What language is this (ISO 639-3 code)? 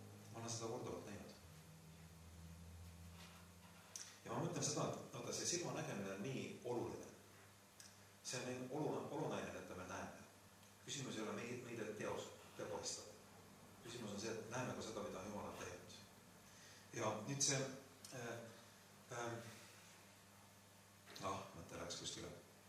est